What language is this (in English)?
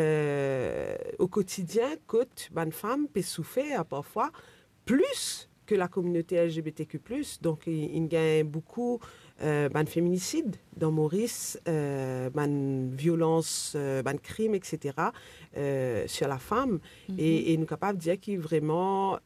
Morisyen